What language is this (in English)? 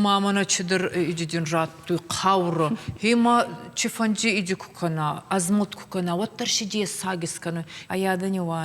Ossetic